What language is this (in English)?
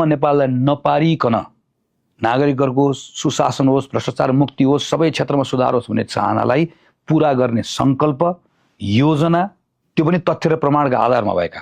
Nepali